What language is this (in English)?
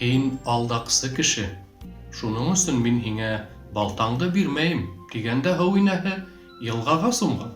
Bashkir